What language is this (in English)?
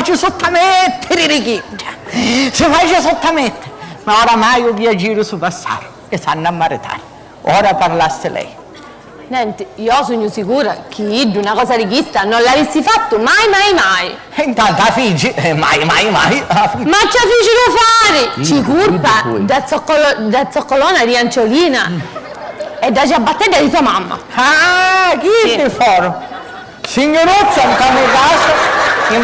Sicilian